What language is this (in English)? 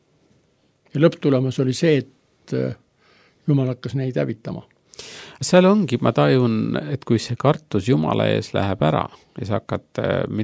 Estonian